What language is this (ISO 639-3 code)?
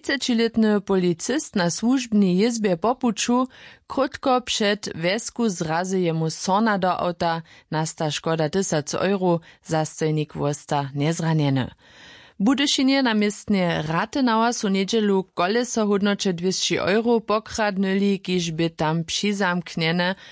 hsb